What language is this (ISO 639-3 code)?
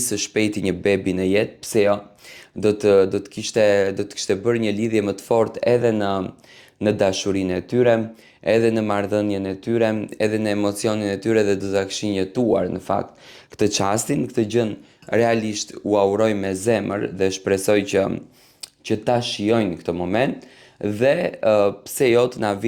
sqi